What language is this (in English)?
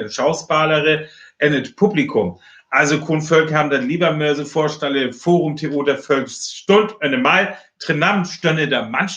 Northern Frisian